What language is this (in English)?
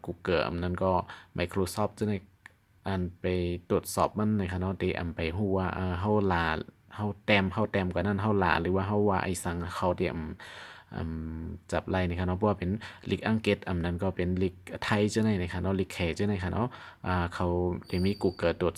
Shan